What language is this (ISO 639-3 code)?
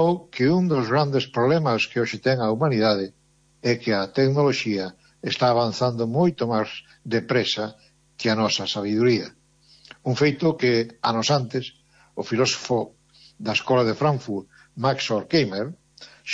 glg